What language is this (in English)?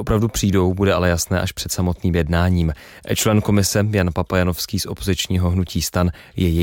Czech